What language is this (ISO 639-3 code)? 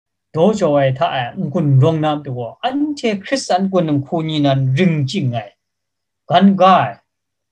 kac